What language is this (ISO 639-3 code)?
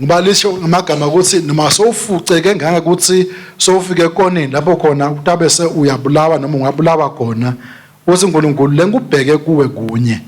ssw